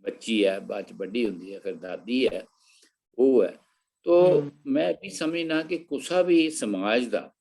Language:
Dogri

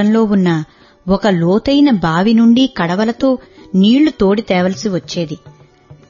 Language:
Telugu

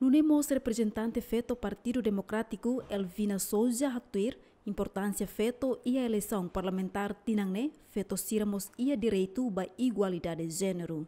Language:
Tetum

